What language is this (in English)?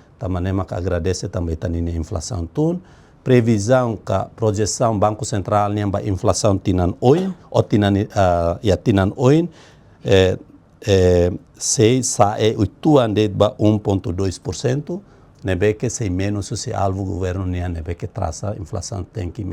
Tetum